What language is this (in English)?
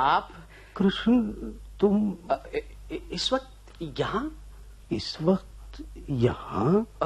Hindi